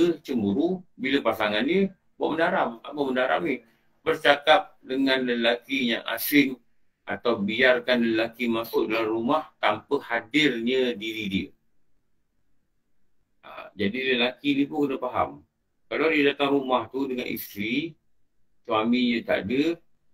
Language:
Malay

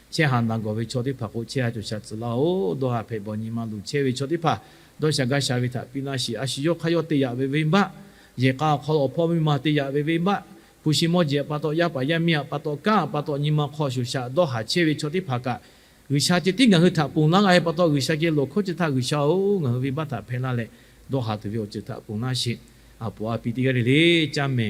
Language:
Lahu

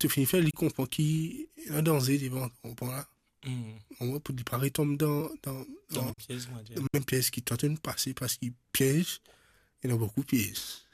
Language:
Morisyen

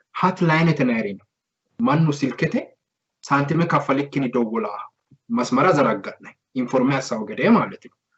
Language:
Sidamo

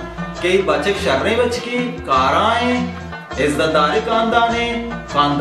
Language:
Baluchi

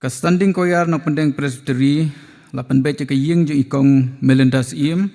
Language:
Khasi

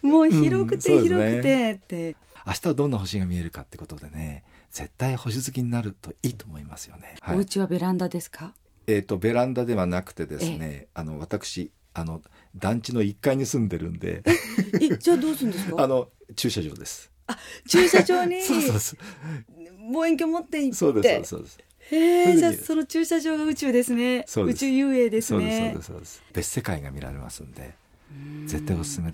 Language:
Japanese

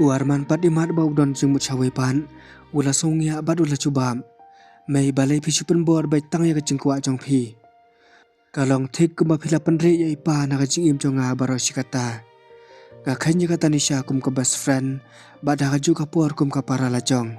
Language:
Khasi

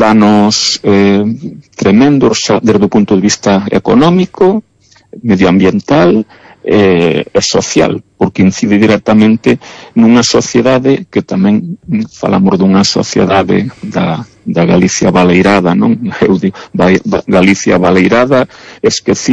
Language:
Galician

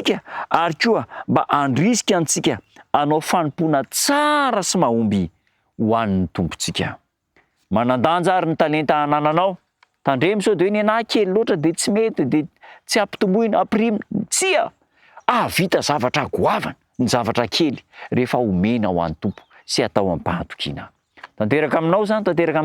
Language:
Malagasy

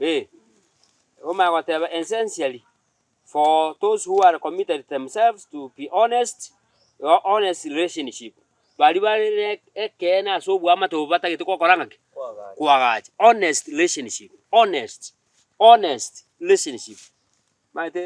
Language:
Gusii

